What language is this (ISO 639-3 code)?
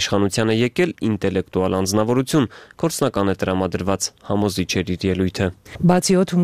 hye